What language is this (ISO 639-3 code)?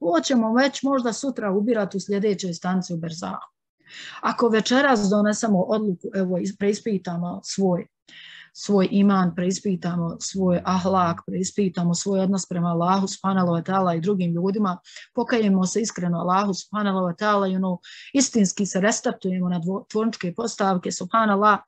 bos